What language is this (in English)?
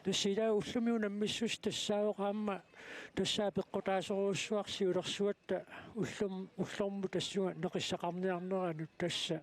Kalaallisut